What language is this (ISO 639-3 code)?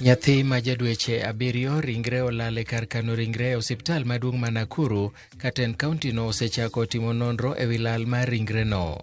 luo